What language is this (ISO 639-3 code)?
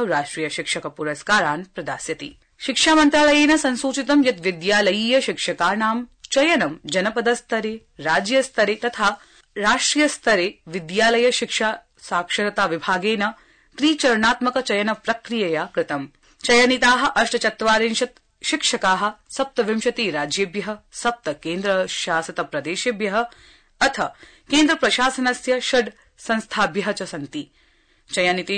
san